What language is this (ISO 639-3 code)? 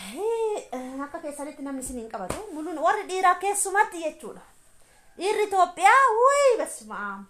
orm